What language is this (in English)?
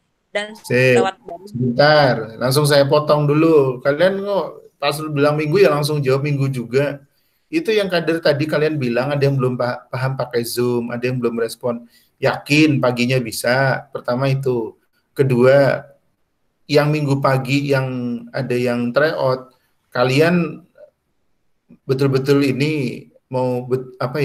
Indonesian